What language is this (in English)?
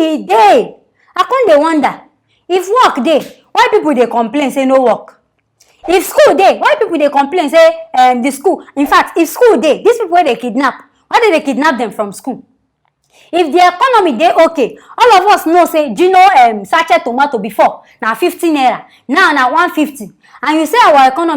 Nigerian Pidgin